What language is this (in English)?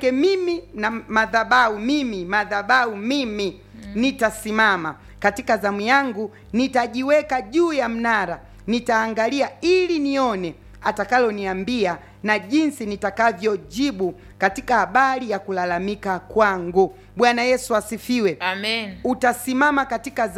Swahili